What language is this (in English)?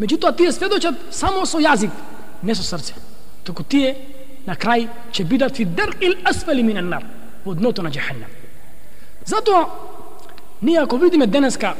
Macedonian